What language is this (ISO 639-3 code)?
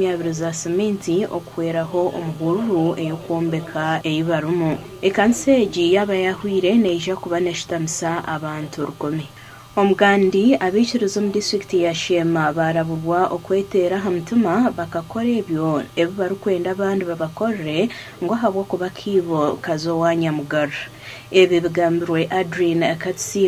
nyn